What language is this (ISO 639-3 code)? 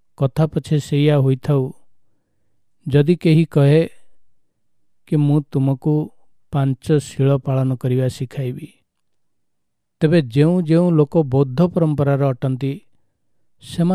ori